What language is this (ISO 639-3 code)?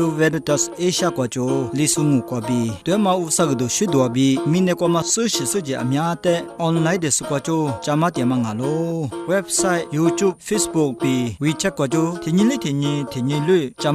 lis